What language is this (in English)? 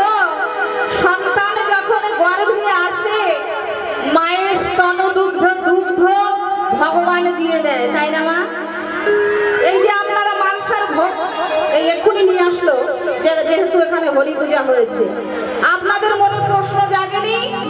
Bangla